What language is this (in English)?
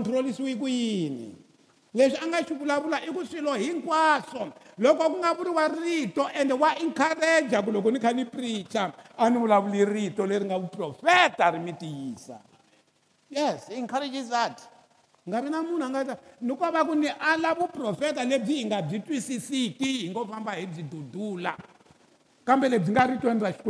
Tsonga